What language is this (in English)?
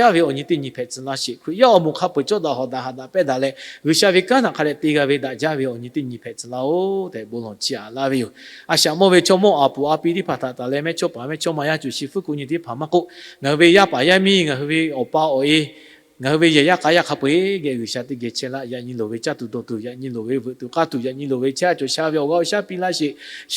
Lahu